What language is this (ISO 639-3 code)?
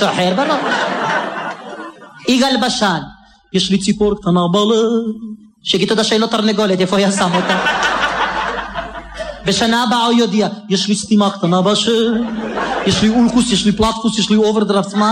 heb